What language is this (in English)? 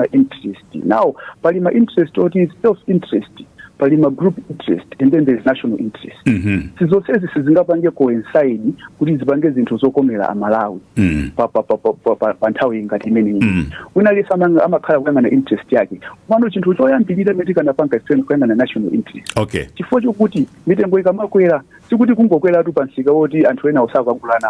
Nyanja